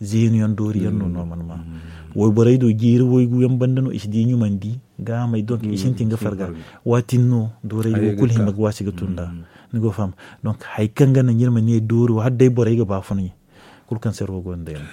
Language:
Zarma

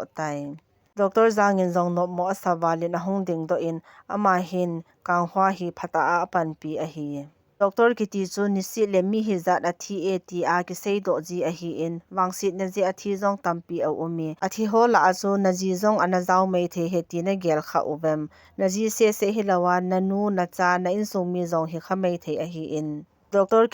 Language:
Thado Chin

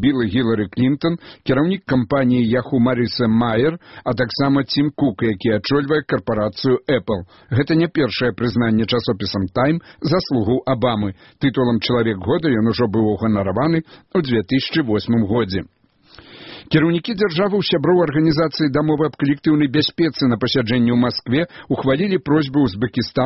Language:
Belarusian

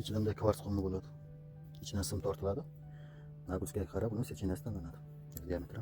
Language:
Uzbek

